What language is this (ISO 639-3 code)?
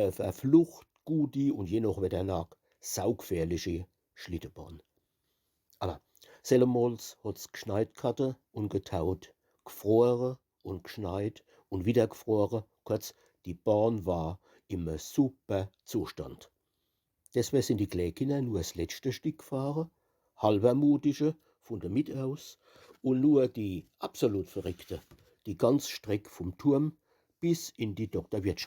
pfl